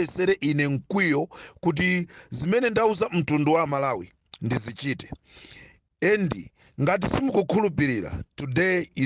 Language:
Nyanja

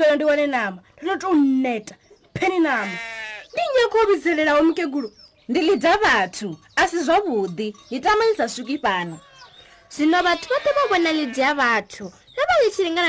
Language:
Venda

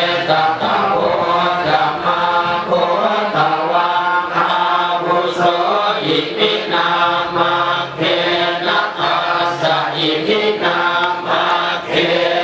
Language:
Pali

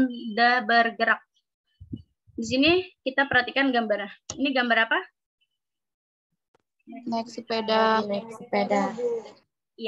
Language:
Indonesian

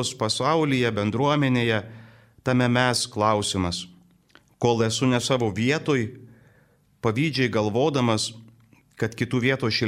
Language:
Lithuanian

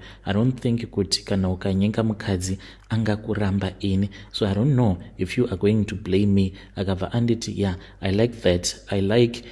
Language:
Shona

